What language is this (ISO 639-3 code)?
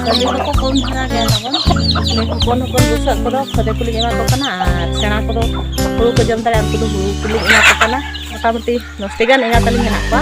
sat